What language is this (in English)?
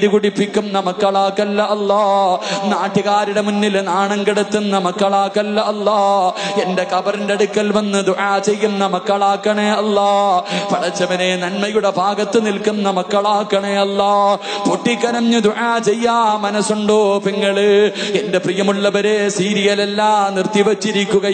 Malayalam